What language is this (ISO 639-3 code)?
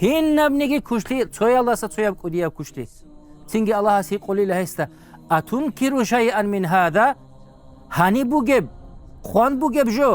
ava